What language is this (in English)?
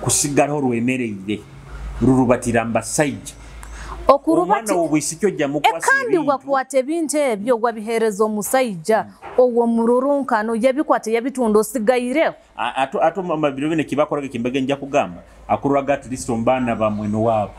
Nyoro